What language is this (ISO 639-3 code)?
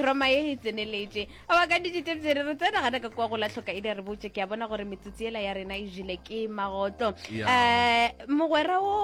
nso